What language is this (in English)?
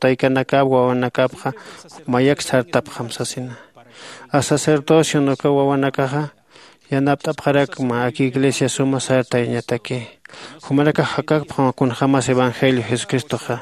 Aymara